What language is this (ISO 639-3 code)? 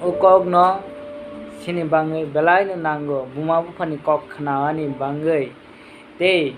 trp